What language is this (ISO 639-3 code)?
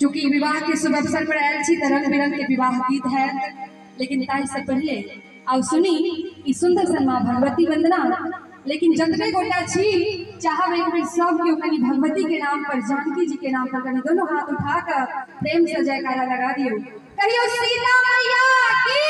mai